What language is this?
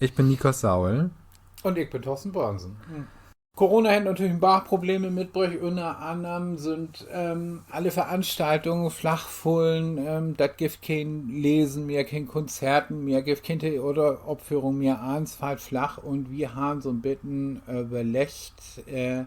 Low German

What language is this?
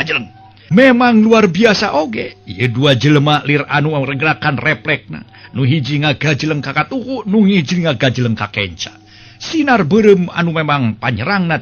Sundanese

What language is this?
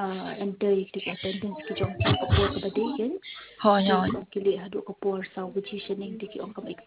Khasi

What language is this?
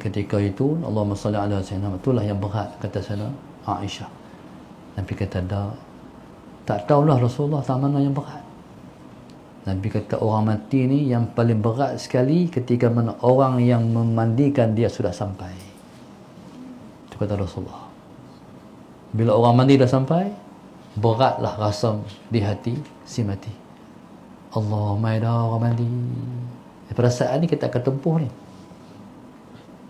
Malay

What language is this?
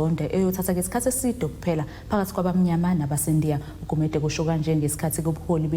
Zulu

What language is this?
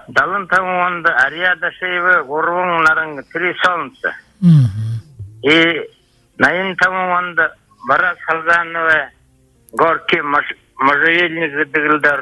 Buriat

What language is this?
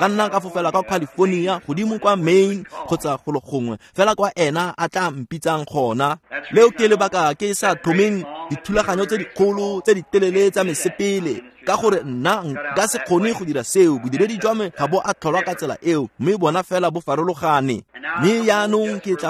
Tswana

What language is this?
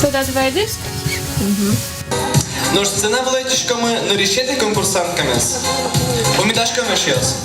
Udmurt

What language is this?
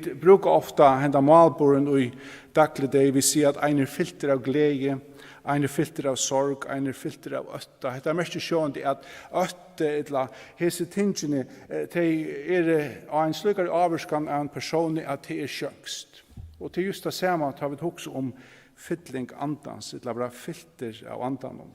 Faroese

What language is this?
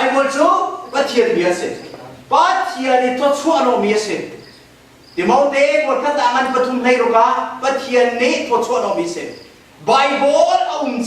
Hakha Chin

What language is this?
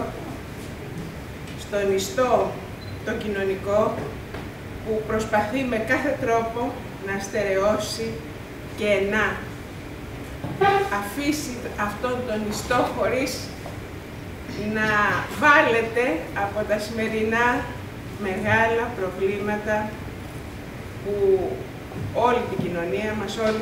Greek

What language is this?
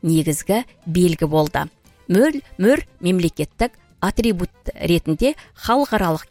Kazakh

